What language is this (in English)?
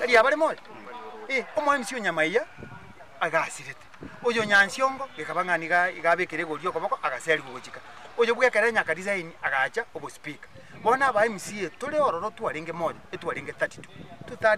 Gusii